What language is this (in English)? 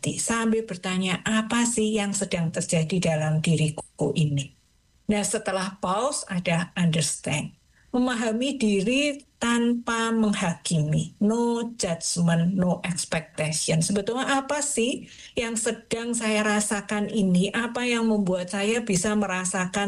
Indonesian